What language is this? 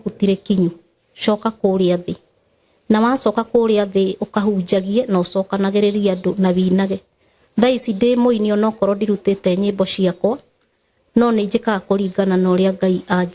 Kikuyu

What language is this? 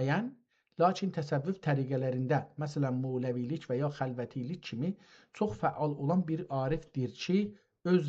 South Azerbaijani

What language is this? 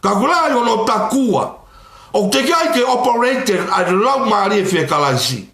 Tongan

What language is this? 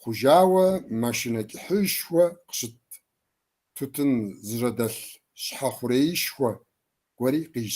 Kabardian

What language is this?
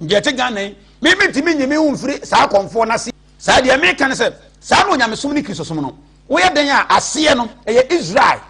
Akan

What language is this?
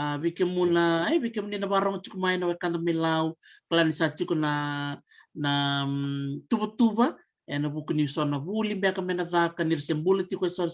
Fijian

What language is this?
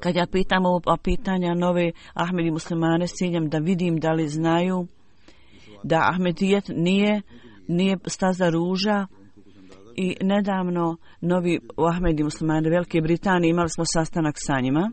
Bosnian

